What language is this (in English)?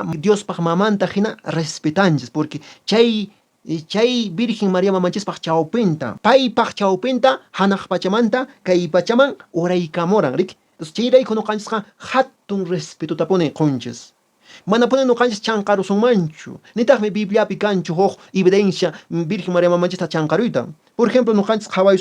Quechua